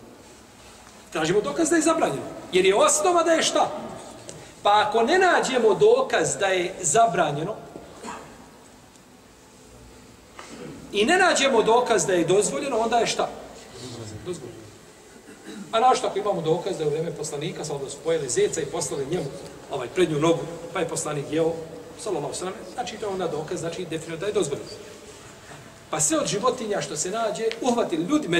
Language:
Bosnian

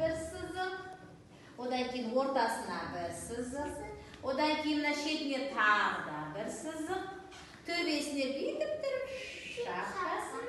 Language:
Kazakh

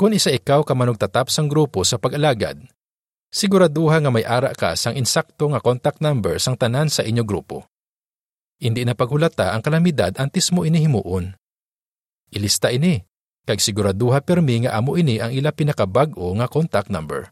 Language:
Hiligaynon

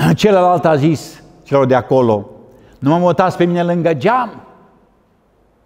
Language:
Romanian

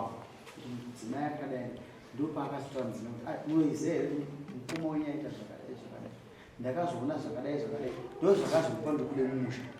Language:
Shona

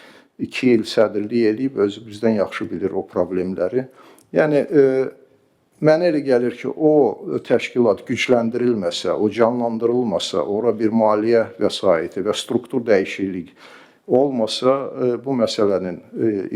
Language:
Azerbaijani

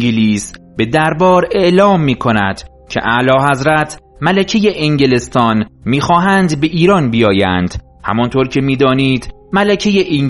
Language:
Persian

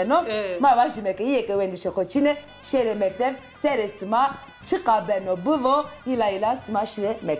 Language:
Zaza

